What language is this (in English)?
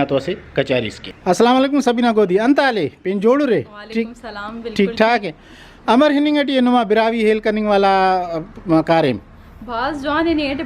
Brahui